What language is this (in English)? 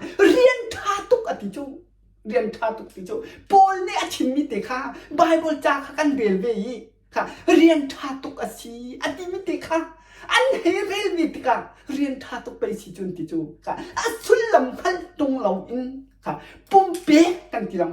Hakha Chin